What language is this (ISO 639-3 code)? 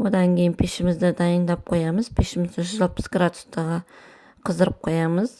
kaz